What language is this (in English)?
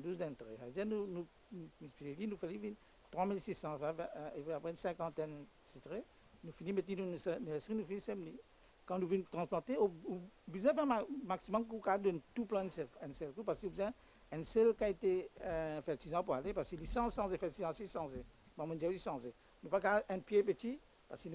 Morisyen